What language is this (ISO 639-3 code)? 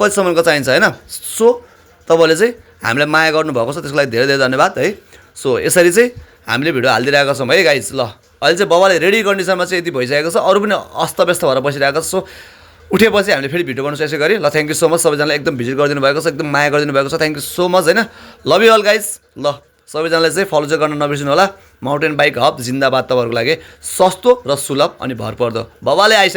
nep